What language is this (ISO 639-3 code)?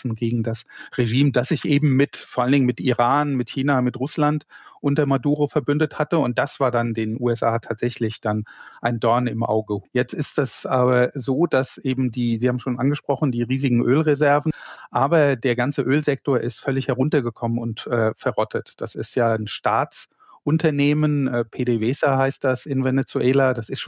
deu